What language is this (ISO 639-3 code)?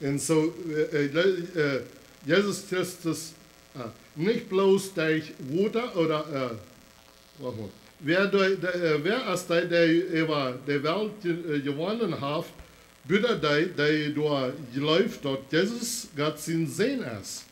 pdt